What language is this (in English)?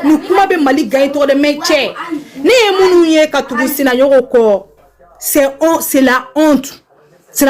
Bambara